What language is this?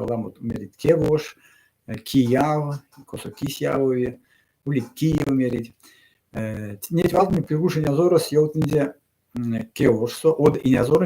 Erzya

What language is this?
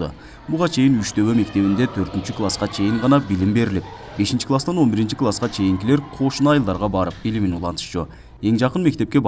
Kyrgyz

